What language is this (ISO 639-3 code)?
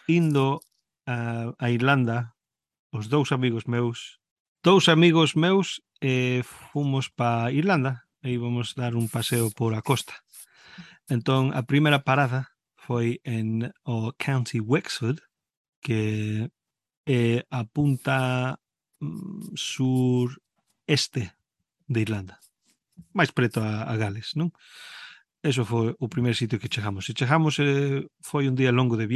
glg